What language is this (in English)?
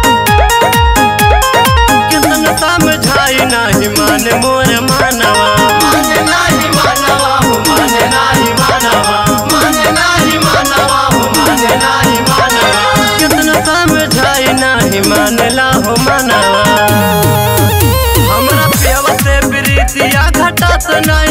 Bhojpuri